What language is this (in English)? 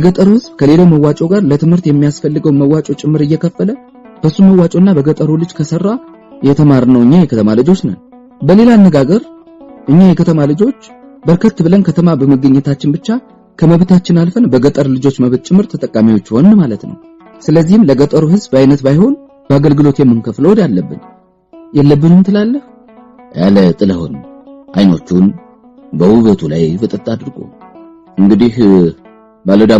Amharic